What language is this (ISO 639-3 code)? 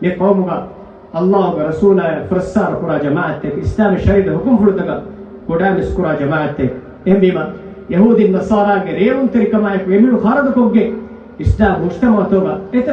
div